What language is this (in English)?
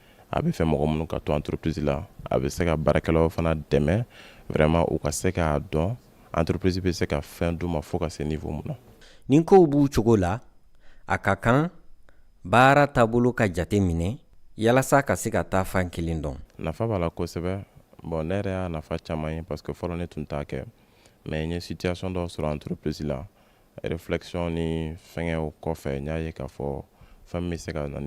Bambara